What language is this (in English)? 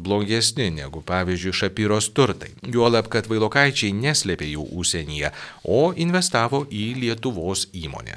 Lithuanian